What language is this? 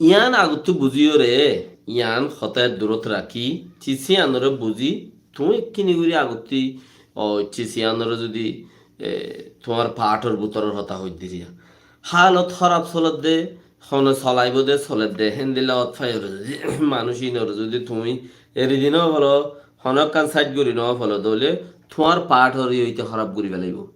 Rohingya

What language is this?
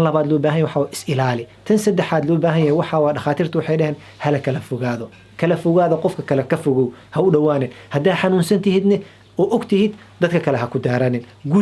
Somali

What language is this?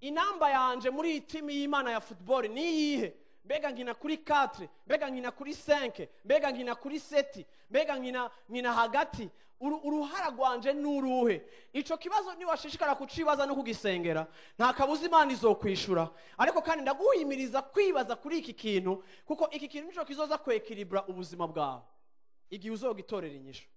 Rundi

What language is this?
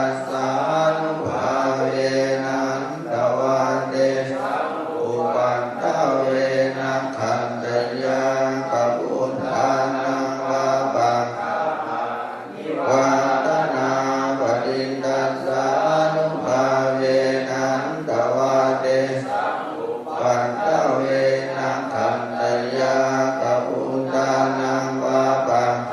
Pali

